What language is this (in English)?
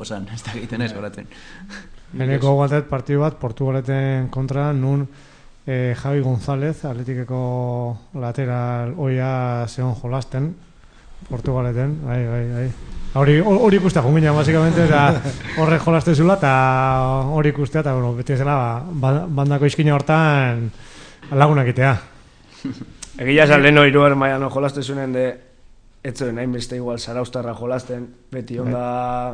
Basque